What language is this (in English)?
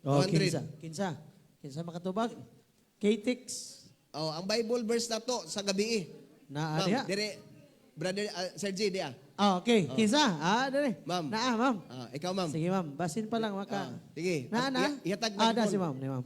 Cebuano